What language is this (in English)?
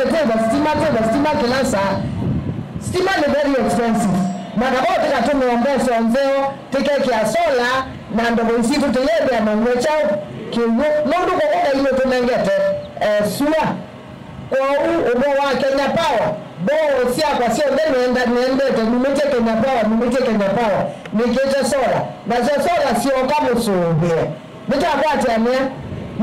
Kamba